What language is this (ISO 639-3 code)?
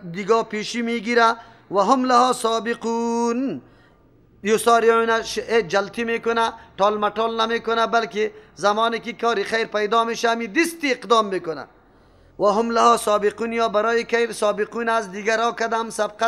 fas